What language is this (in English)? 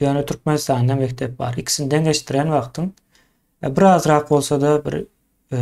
Turkmen